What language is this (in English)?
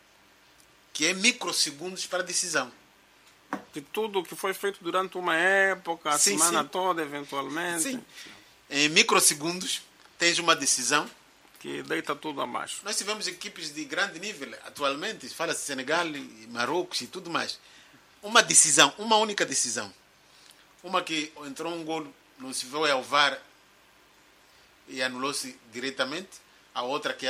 Portuguese